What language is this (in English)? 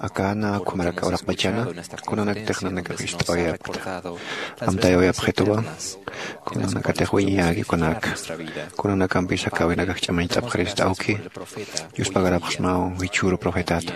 Aymara